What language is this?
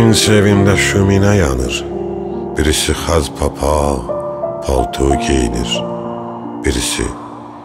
South Azerbaijani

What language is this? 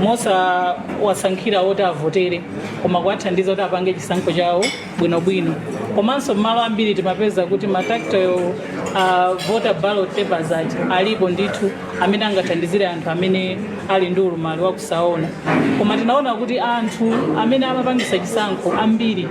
Nyanja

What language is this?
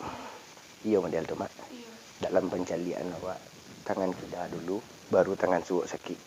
Minangkabau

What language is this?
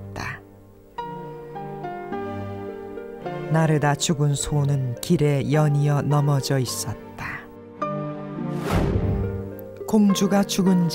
Korean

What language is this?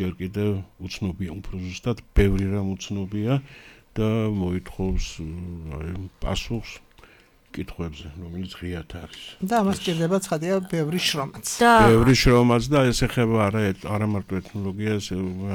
Georgian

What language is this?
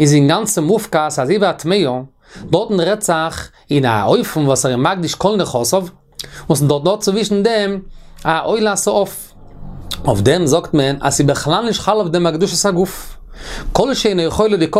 Yiddish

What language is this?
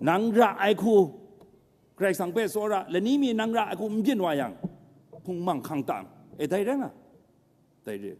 Kachin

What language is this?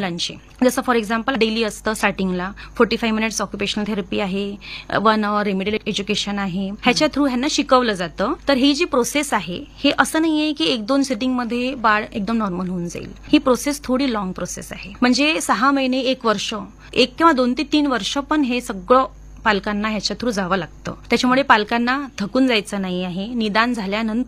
Marathi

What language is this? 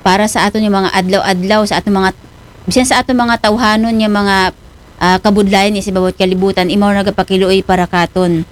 Aklanon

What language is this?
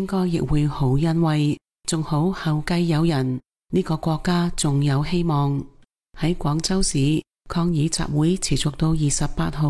Cantonese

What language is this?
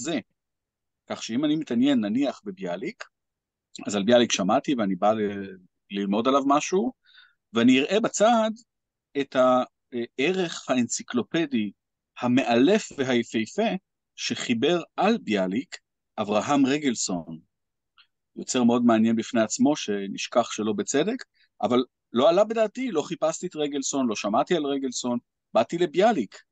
Hebrew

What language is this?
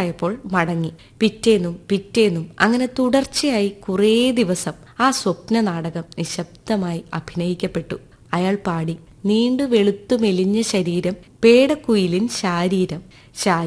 Malayalam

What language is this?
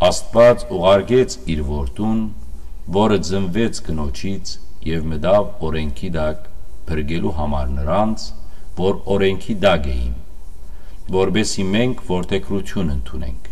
Western Armenian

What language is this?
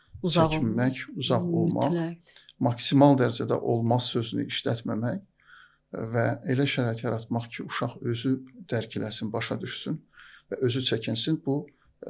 Azerbaijani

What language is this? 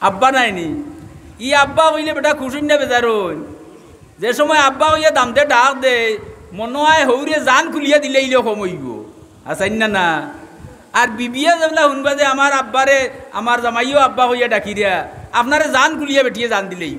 Sylheti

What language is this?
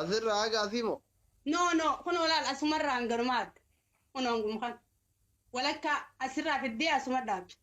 Oromo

